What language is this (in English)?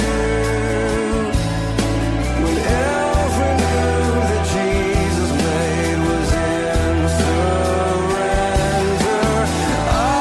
Estonian